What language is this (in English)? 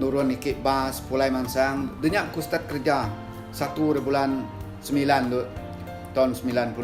Iban